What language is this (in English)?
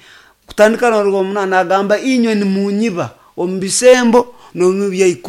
Nyoro